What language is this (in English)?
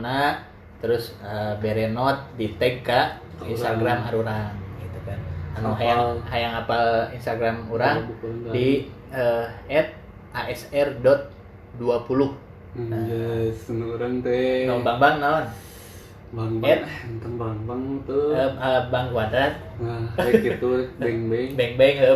Sundanese